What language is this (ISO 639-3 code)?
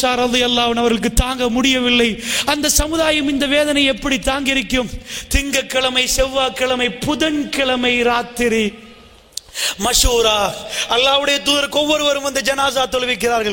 tam